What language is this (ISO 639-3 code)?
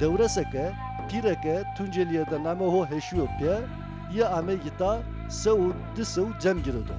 zza